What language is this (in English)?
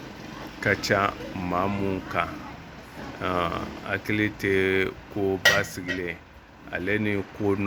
Bambara